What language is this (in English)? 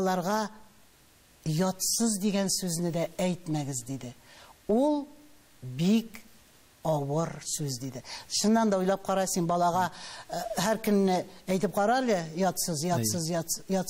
Tatar